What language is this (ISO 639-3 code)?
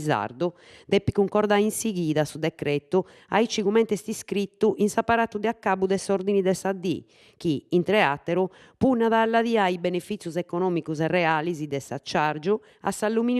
srd